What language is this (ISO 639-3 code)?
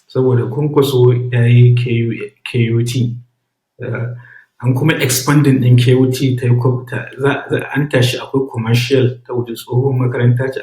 hau